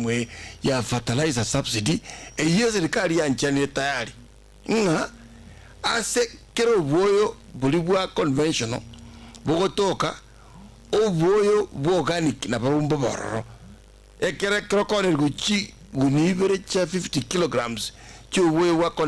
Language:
Gusii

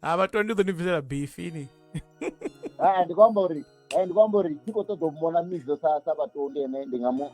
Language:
Venda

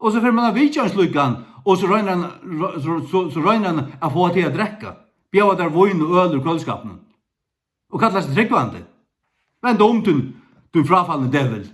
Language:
Faroese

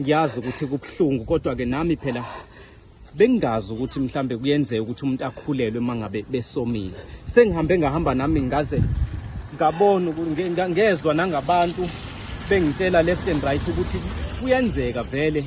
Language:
Zulu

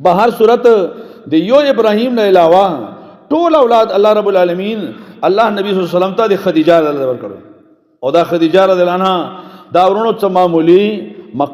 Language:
Pashto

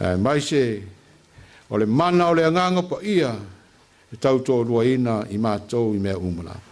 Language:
Samoan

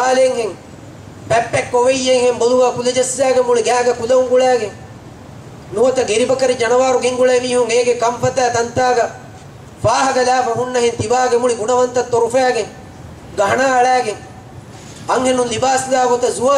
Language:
Divehi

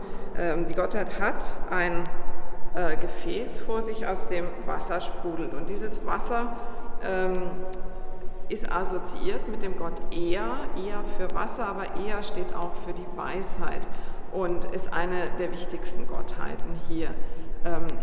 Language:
German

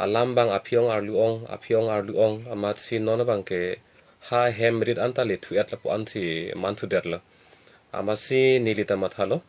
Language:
Karbi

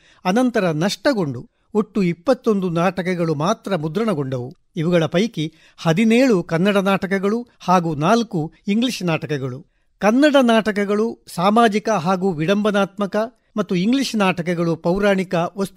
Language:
Kannada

